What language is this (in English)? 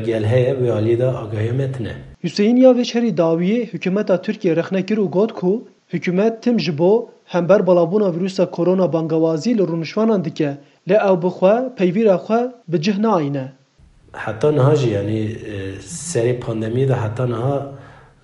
Kurdish